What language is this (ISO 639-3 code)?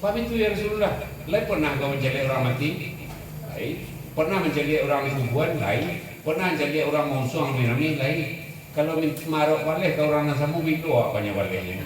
min